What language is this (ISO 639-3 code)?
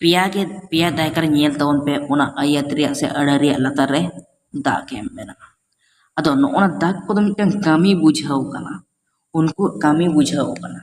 sat